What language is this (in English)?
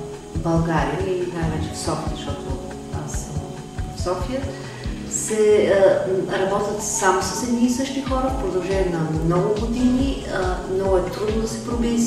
Bulgarian